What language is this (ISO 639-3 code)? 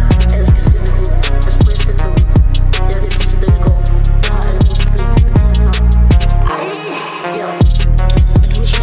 dan